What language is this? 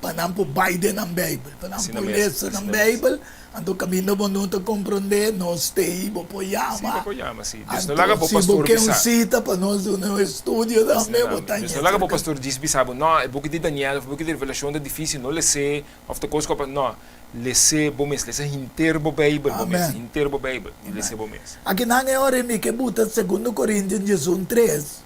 Papiamento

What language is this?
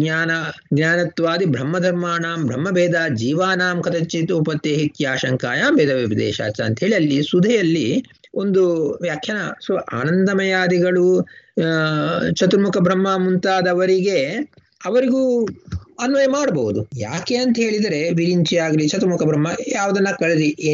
Kannada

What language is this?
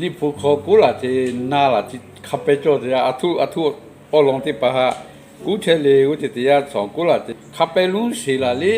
Lahu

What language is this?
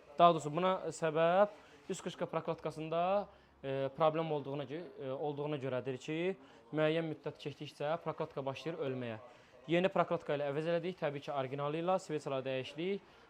Azerbaijani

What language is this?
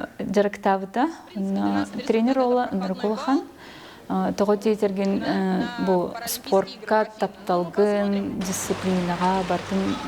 Yakut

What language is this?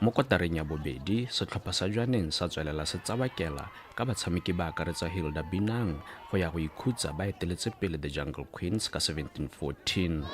Tswana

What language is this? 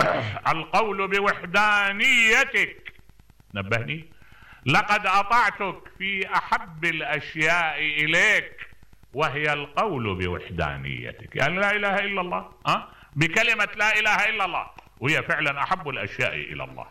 Mesopotamian Arabic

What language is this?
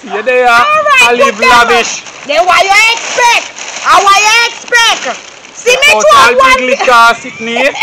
Jamaican Creole English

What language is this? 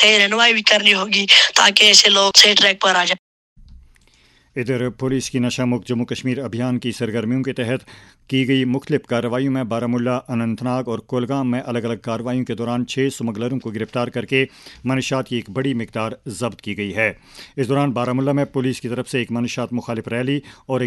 Urdu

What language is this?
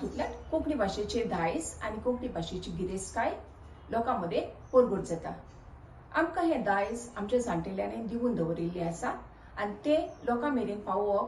Konkani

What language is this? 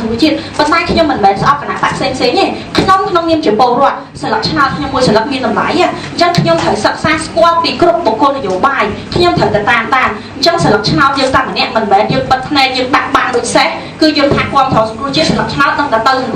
Khmer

